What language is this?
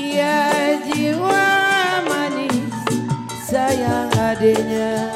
Betawi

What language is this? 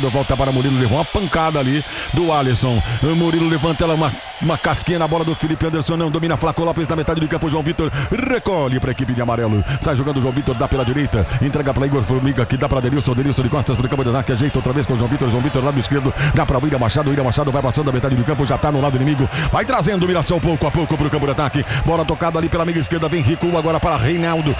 Portuguese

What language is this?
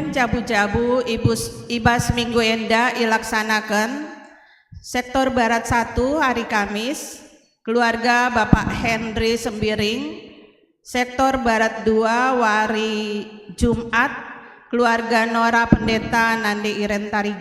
Batak Karo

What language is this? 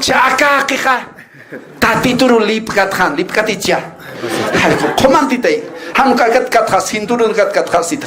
Aymara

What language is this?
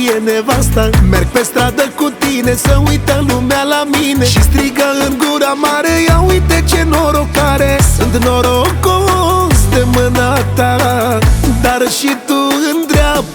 Romanian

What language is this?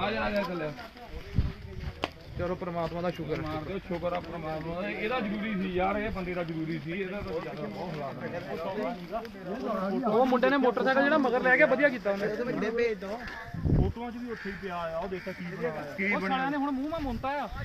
Punjabi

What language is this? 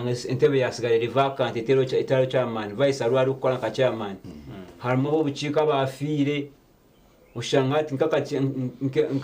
Nyankole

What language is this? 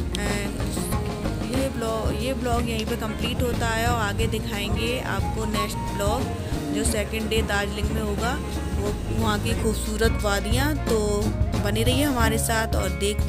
Hindi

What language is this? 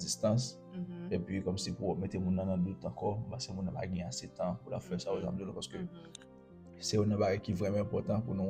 Haitian Creole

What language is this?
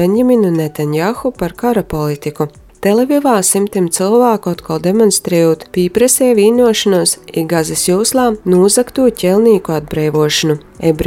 Latvian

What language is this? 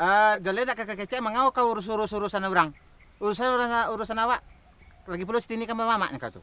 Minangkabau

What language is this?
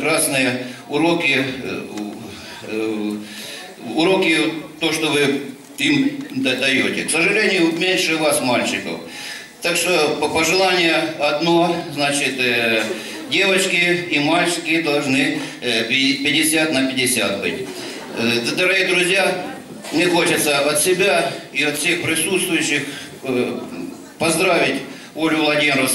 Russian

